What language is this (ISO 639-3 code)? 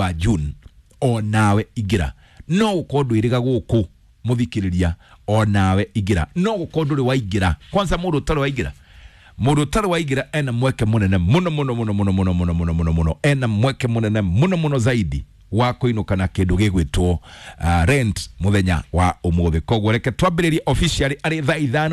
kik